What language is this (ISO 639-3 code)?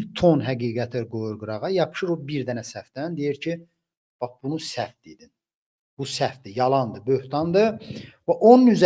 aze